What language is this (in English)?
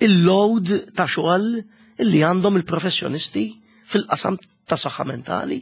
Maltese